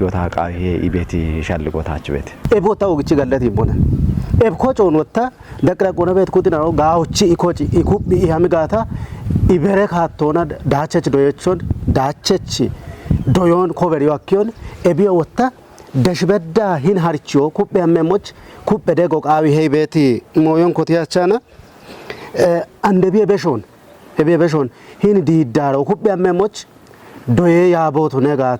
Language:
Kafa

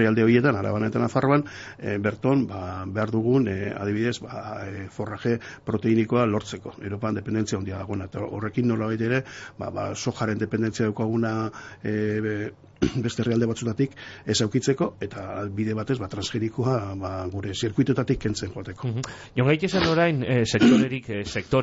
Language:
Basque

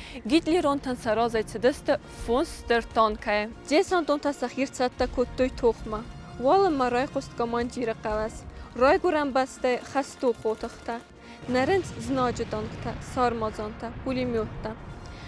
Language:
Ossetic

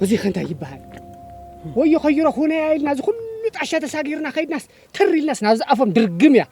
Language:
Tigrinya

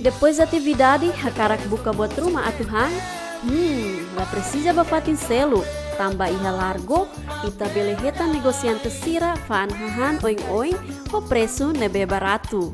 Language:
Tetum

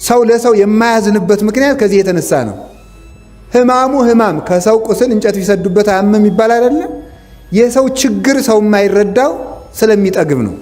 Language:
Amharic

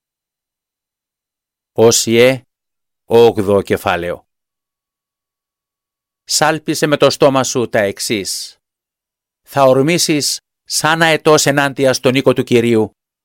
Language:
Greek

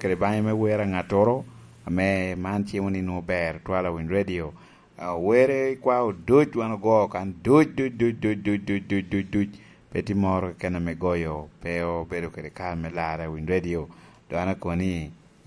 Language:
Lango (Uganda)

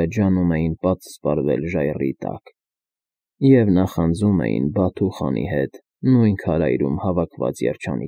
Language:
Armenian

